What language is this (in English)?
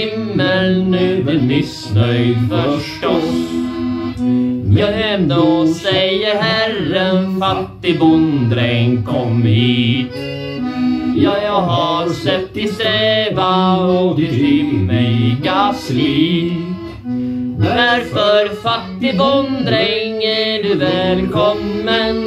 Swedish